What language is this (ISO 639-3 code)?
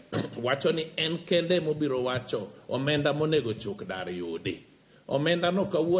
luo